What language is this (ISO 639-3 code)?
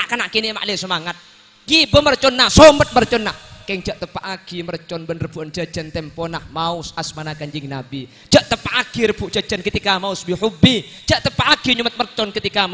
mad